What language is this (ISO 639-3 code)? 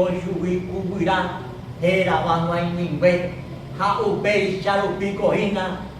grn